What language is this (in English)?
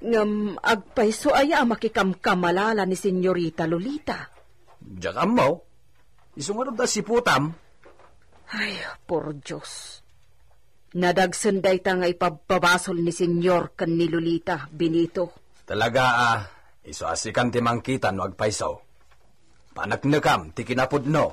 Iloko